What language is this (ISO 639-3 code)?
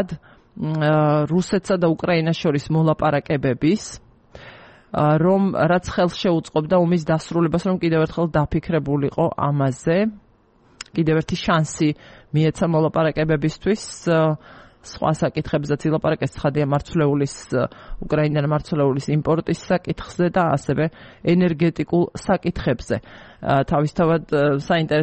kat